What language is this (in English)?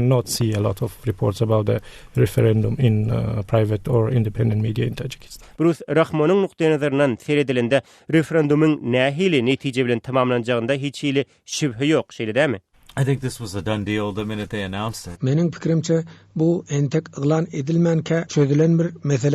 Turkmen